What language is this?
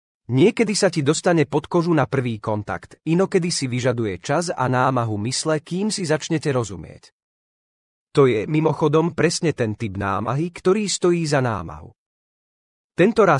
Slovak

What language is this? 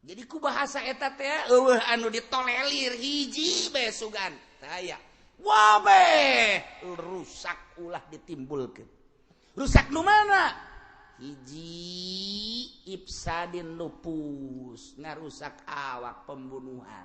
Sundanese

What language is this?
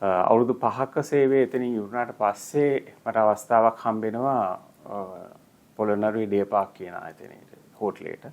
Sinhala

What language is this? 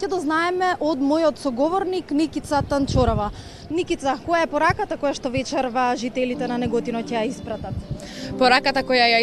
Macedonian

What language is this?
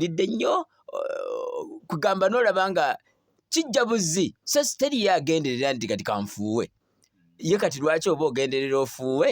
Ganda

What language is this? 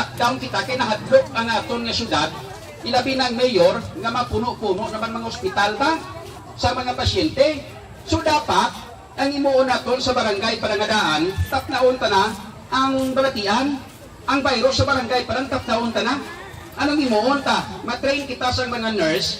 Hiligaynon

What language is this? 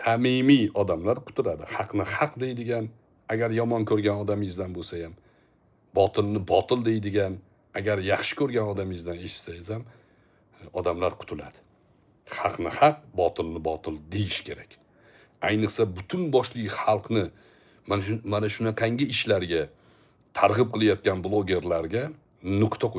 Uzbek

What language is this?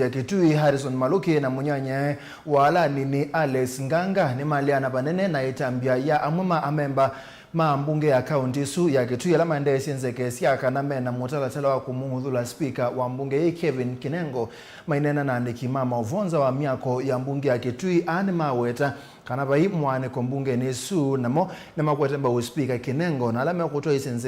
Kamba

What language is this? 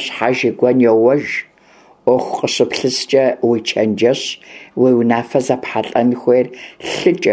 Kabardian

